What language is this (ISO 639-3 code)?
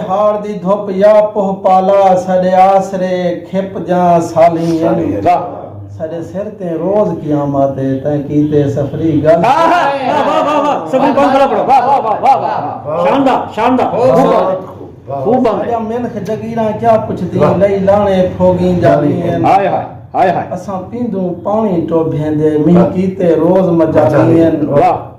skr